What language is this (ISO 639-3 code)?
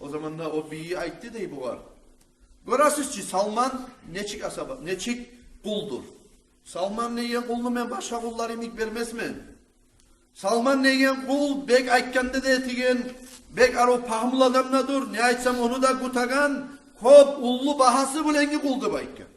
kum